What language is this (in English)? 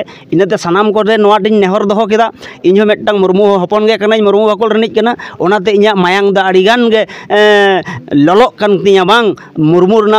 Santali